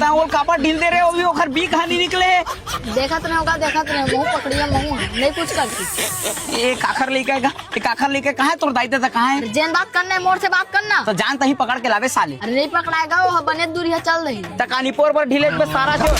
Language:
Chhattisgarhi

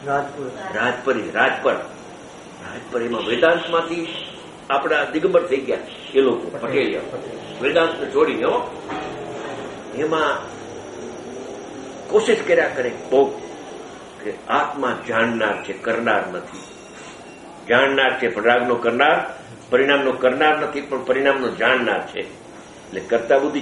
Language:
Gujarati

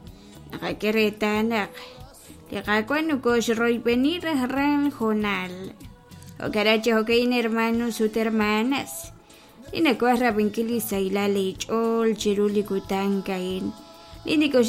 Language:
Kekchí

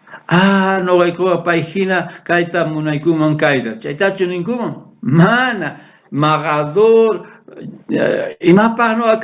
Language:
South Bolivian Quechua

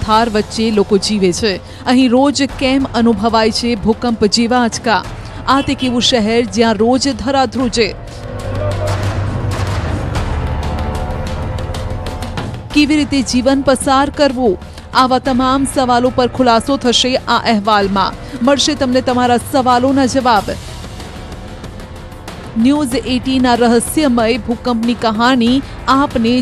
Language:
Gujarati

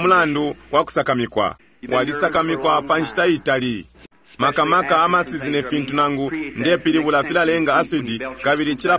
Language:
Bemba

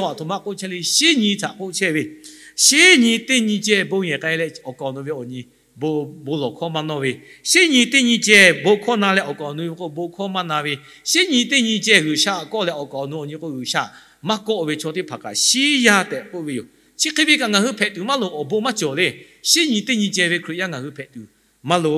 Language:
Lahu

